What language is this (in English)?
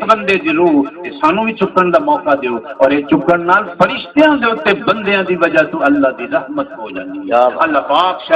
Saraiki